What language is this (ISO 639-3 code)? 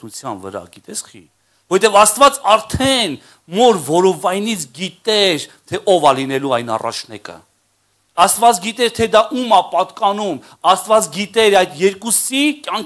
hye